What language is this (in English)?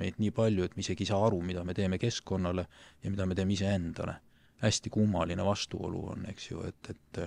Estonian